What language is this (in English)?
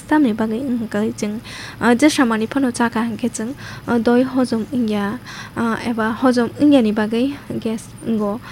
Kok Borok